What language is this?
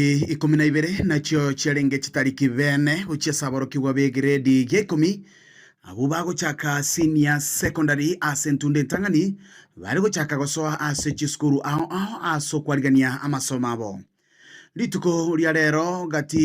Gusii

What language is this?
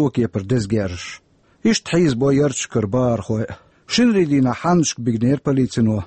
Chechen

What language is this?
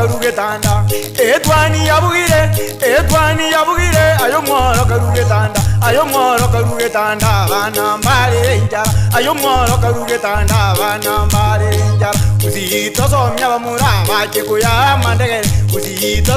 Gusii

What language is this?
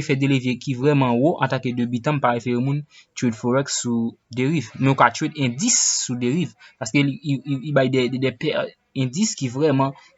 Haitian Creole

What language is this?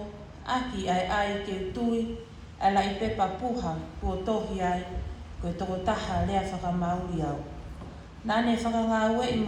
Tongan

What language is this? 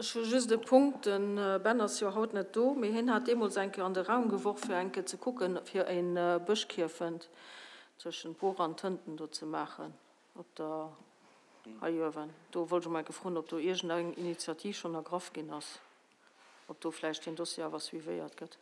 Luxembourgish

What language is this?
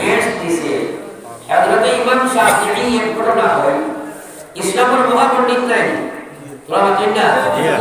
Sylheti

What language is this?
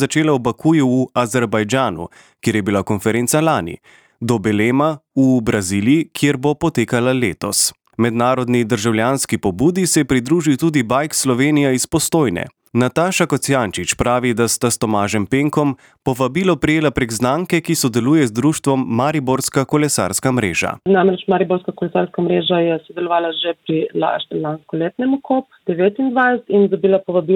Slovenian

